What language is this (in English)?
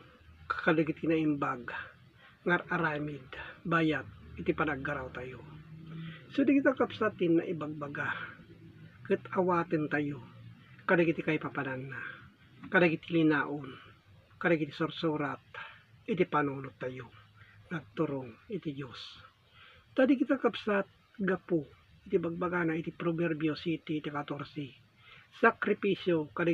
Iloko